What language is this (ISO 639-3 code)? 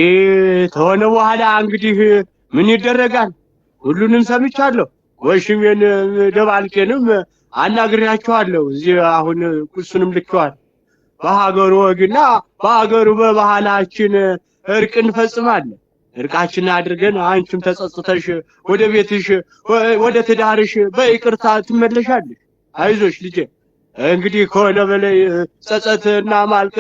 amh